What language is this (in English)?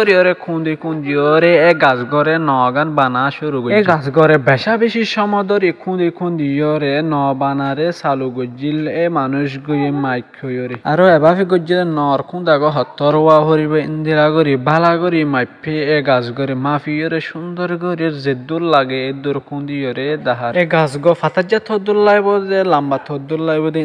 Rohingya